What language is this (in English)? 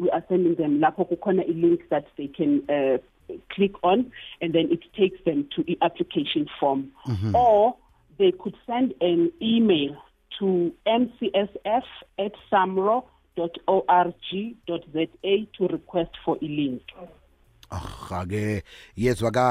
South Ndebele